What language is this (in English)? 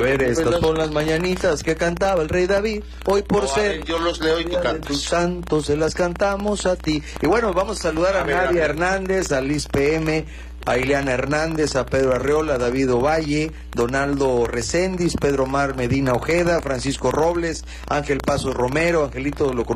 Spanish